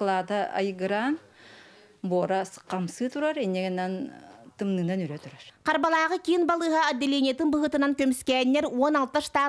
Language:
Yakut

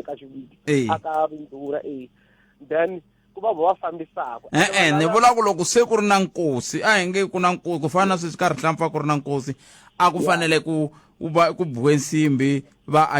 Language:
Tsonga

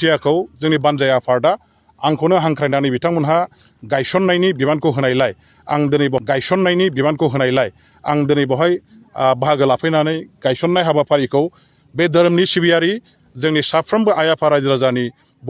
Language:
Bodo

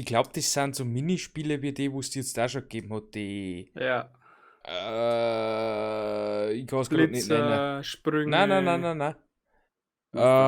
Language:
Bavarian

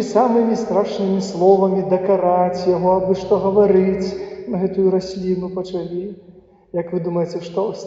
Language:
Belarusian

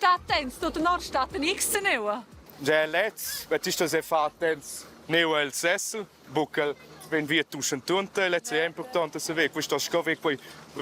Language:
Romansh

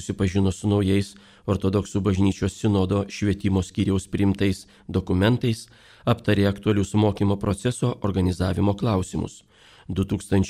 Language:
Lithuanian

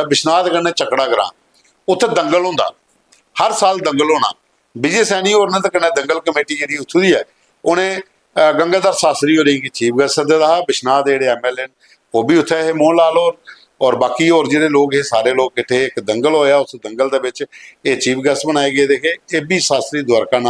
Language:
Dogri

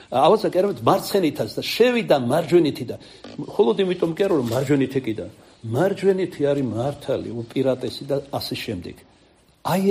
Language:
Georgian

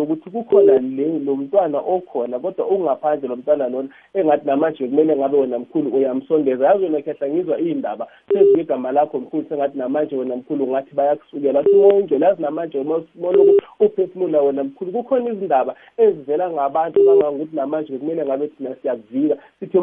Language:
South Ndebele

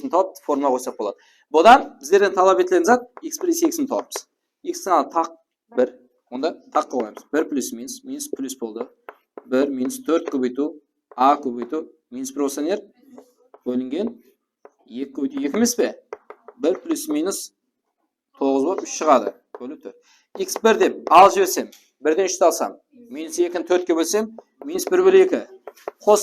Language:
Kara-Kalpak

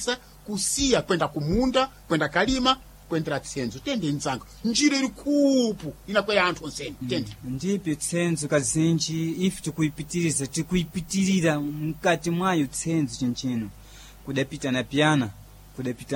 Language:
Sena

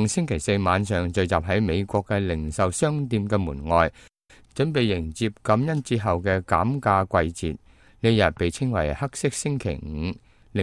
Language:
Cantonese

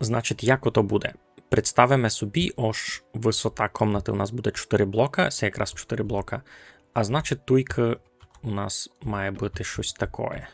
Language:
Rusyn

